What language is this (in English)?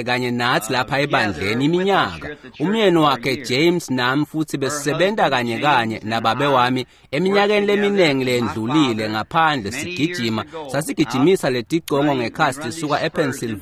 Swati